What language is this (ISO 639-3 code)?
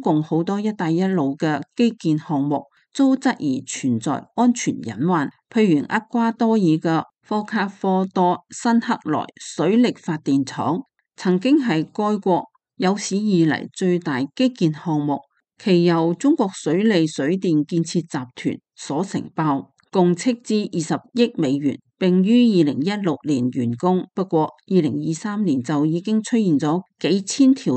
yue